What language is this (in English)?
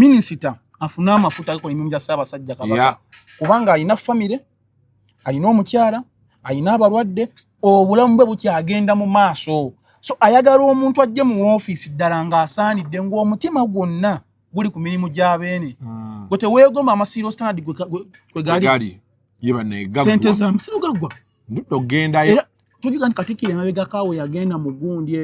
Ganda